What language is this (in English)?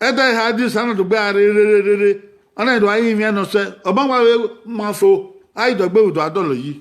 Bini